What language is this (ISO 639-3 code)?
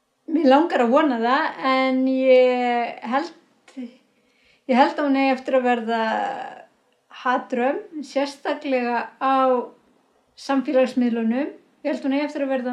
isl